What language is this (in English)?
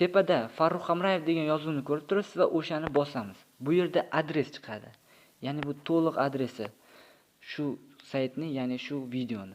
Uzbek